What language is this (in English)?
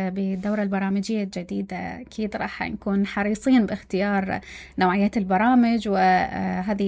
Mesopotamian Arabic